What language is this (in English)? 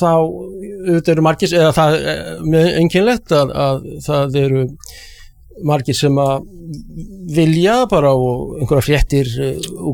Icelandic